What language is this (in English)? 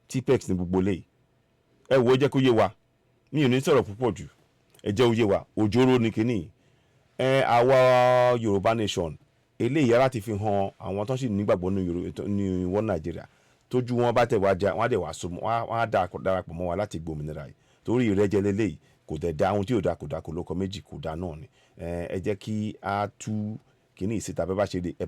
Yoruba